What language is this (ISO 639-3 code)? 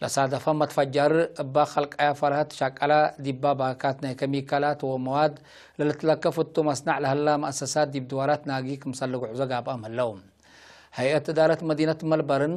tig